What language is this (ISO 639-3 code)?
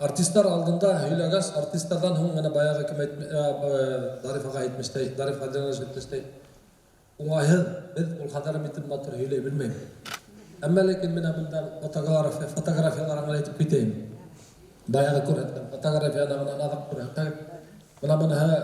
bak